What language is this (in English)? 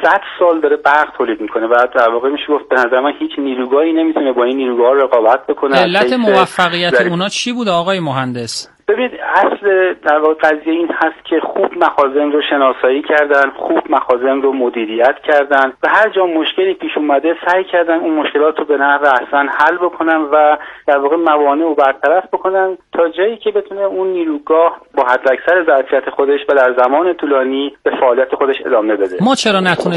Persian